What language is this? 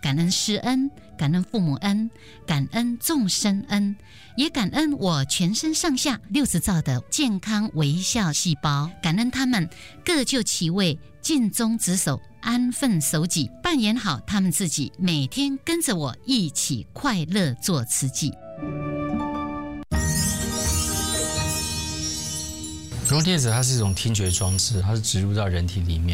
Chinese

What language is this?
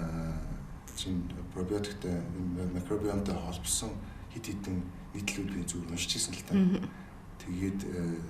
Mongolian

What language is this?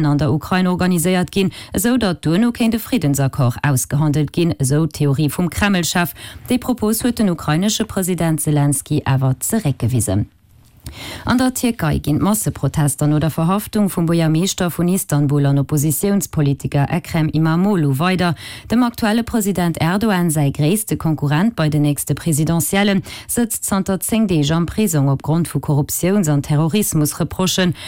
Luxembourgish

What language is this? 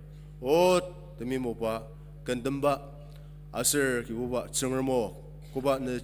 Ao Naga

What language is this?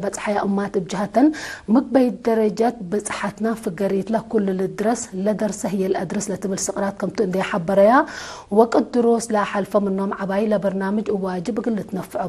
Tigre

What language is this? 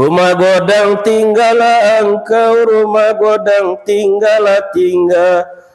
Minangkabau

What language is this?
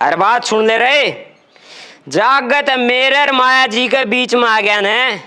Haryanvi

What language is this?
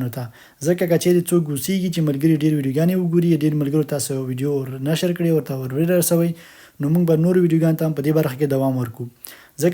Pashto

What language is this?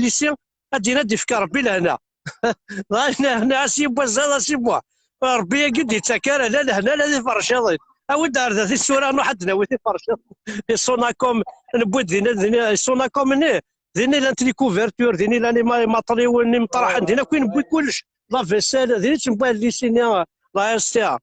Kabyle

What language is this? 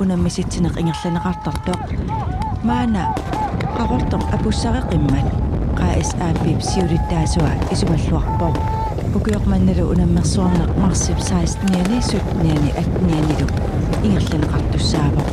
Kalaallisut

